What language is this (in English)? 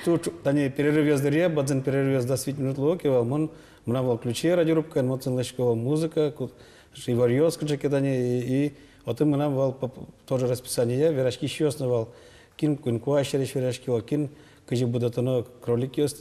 Udmurt